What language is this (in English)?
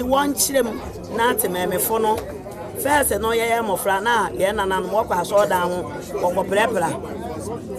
Akan